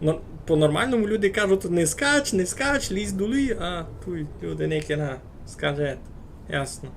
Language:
Rusyn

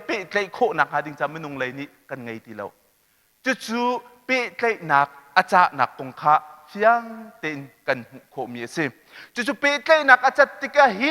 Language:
Hakha Chin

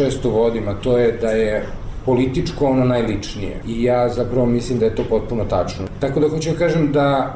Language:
Bosnian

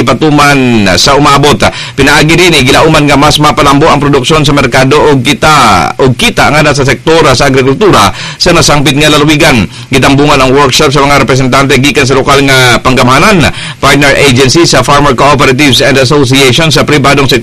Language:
Cebuano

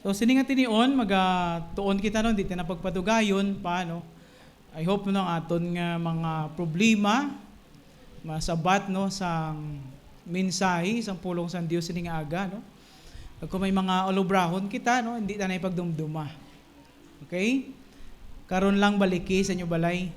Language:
Hiligaynon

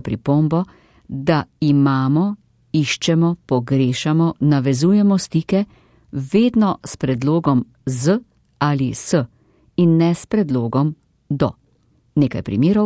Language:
Slovenian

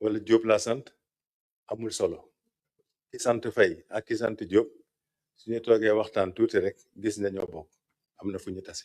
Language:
Wolof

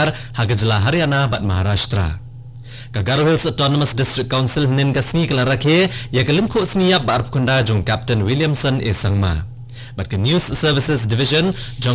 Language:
Khasi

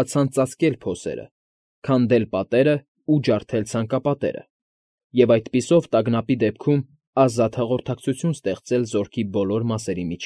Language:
Armenian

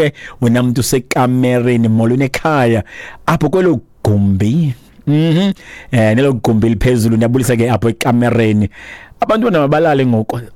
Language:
Xhosa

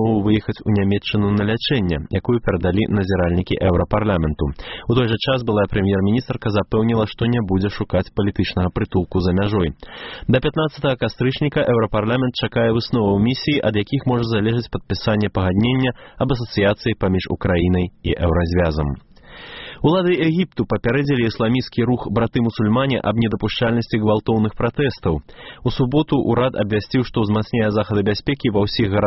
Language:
Belarusian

